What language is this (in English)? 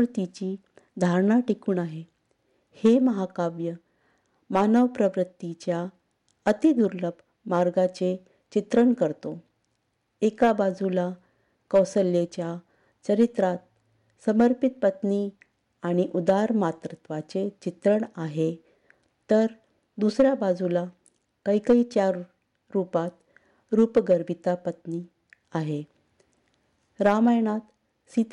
Marathi